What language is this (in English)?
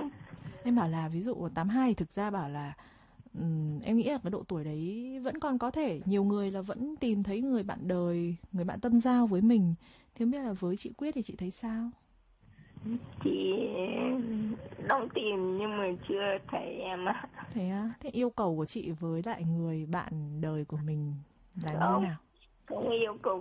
Vietnamese